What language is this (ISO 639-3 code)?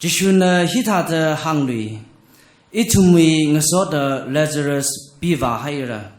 nmf